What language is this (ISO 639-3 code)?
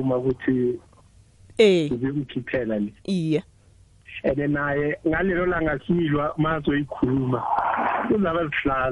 nbl